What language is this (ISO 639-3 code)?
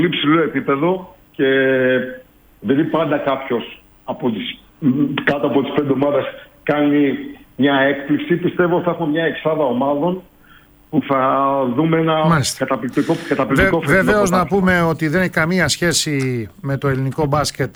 ell